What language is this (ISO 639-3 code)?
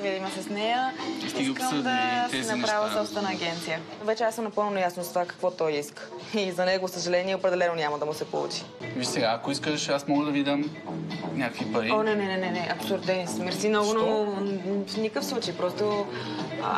bul